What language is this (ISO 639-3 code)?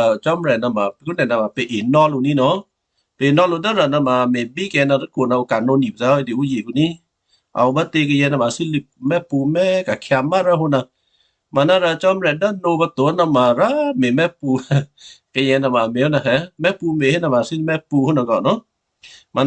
kyu